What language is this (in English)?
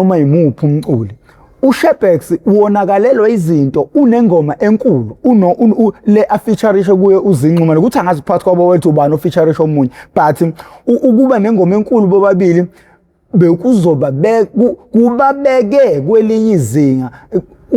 Zulu